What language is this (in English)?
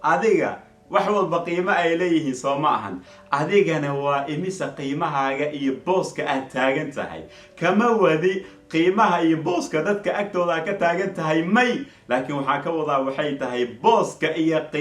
Somali